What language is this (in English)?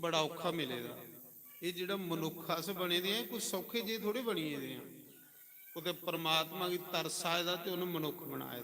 Dogri